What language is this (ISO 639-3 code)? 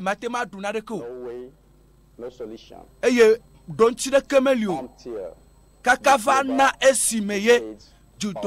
ewe